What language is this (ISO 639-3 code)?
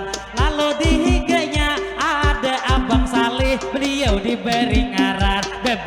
bjn